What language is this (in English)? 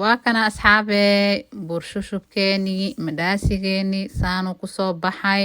Somali